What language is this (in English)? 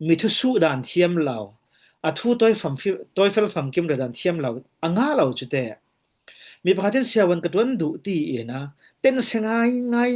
Falam Chin